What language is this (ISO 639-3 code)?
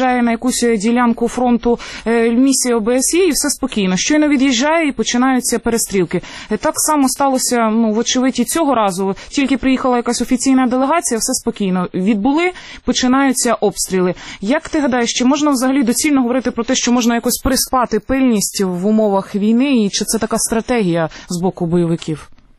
ukr